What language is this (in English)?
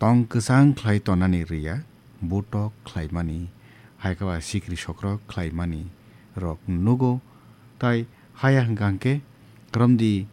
Kok Borok